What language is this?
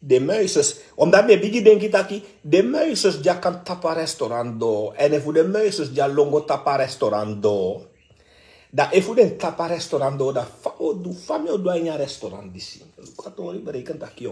Sranan Tongo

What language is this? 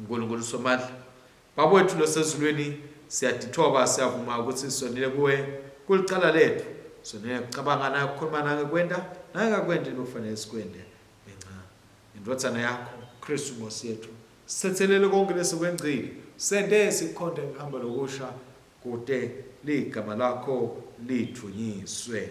Swati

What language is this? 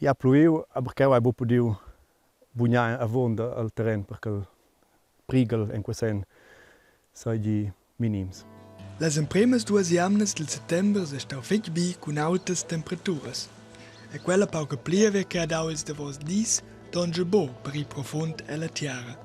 Romansh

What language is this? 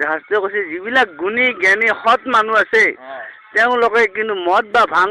Assamese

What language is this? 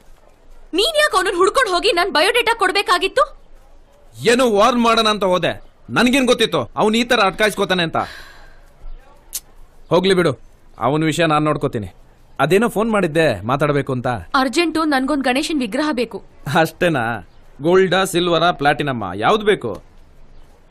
Kannada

